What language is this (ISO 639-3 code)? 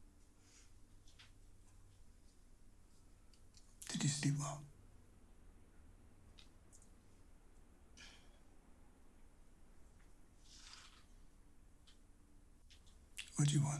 eng